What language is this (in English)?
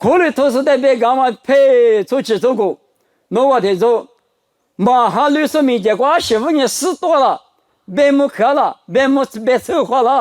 Lisu